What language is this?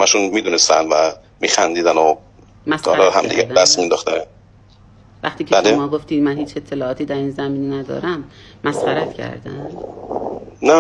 Persian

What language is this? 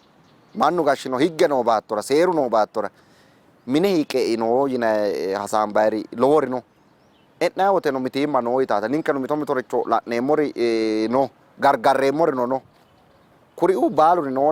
Sidamo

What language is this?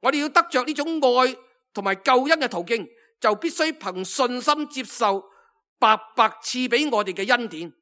Cantonese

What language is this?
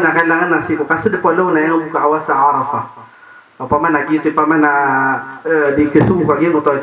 Maranao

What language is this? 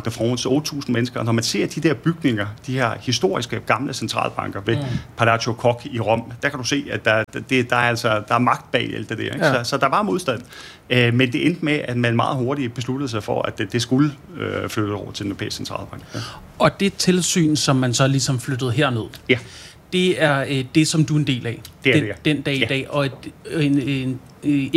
Danish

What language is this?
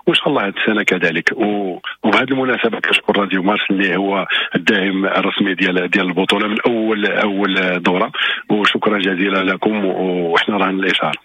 Moroccan Arabic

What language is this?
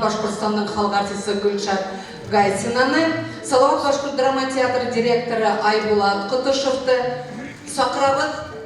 Bashkir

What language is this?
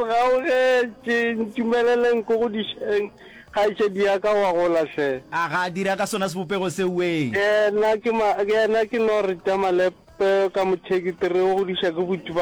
Northern Sotho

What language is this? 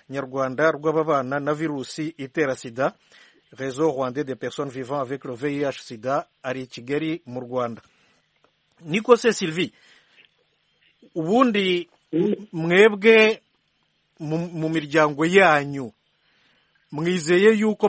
Kinyarwanda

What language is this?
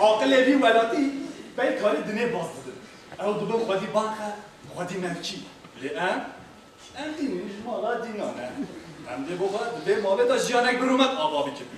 Kurdish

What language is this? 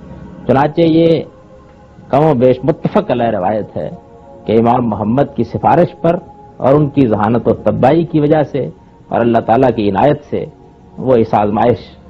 Urdu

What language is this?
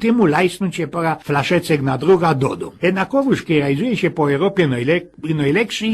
Silesian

